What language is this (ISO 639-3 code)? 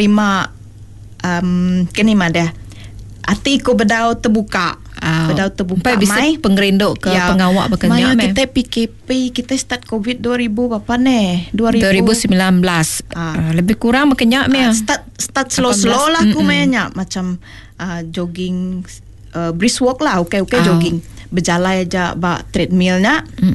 iba